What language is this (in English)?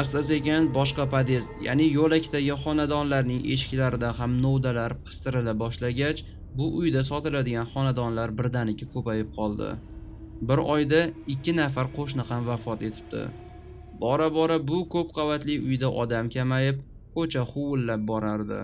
Uzbek